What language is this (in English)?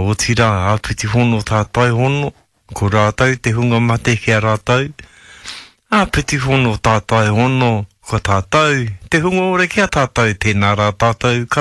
Māori